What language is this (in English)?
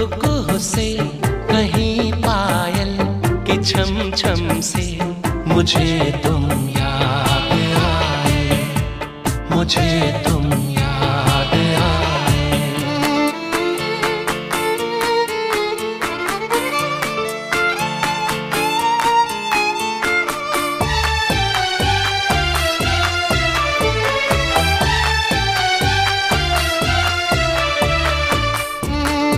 Hindi